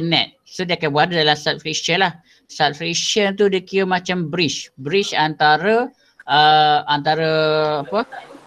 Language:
Malay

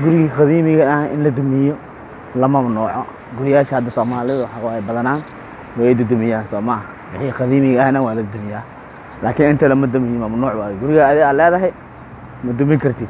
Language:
Somali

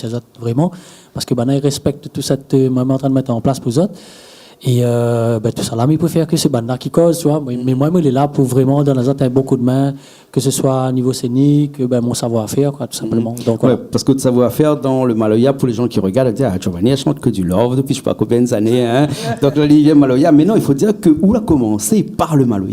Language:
Réunion Creole French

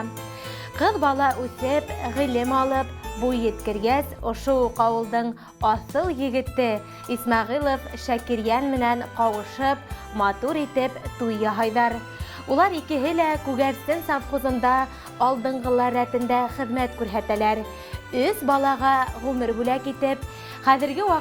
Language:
Bashkir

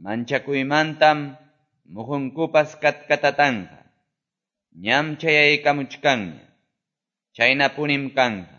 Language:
Quechua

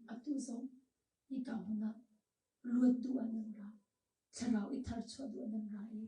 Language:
Hakha Chin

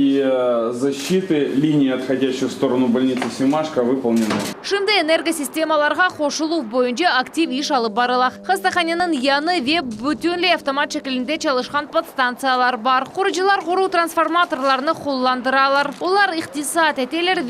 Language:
Crimean Tatar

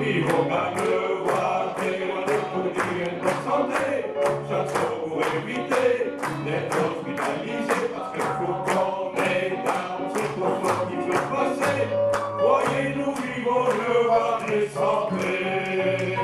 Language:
Picard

